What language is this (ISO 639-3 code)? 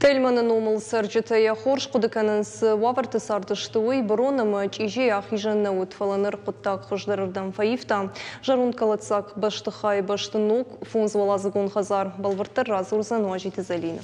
oss